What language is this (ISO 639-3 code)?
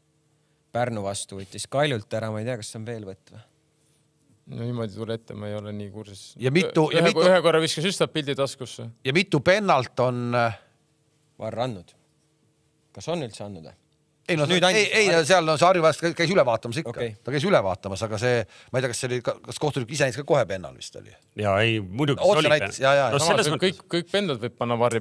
est